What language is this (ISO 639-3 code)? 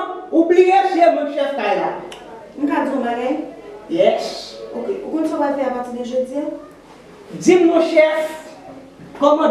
hat